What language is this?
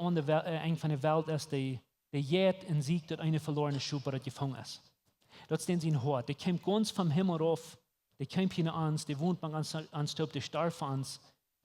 Plautdietsch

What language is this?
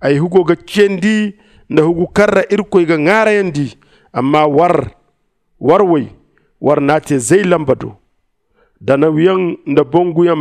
Zarma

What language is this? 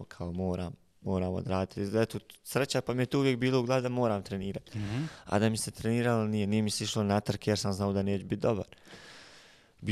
Bosnian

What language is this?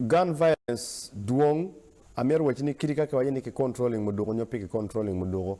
Acoli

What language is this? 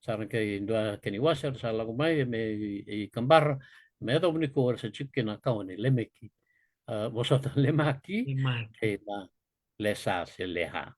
Fijian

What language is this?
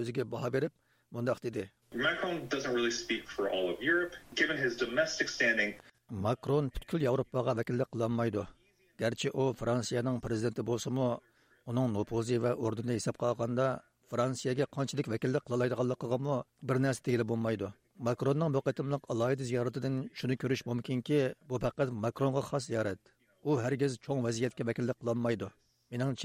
Uyghur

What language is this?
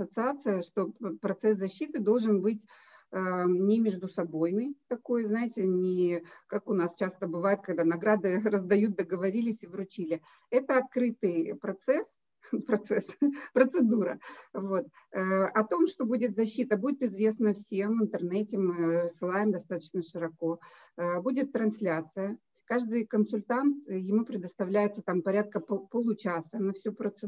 Russian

